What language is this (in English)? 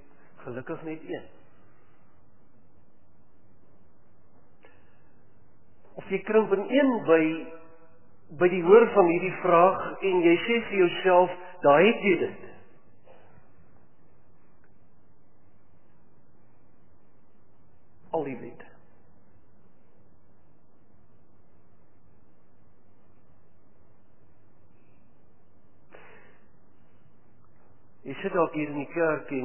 Afrikaans